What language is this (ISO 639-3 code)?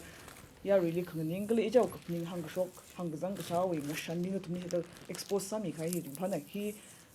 nmf